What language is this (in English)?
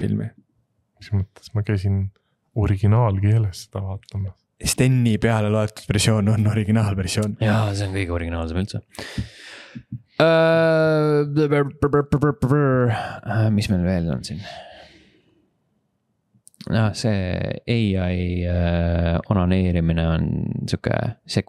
Estonian